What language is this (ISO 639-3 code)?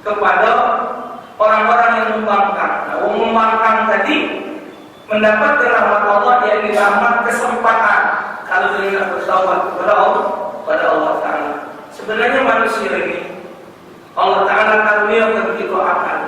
mui